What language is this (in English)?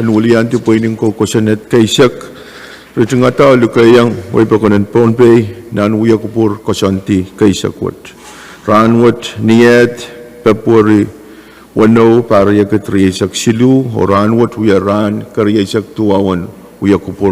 Pohnpeian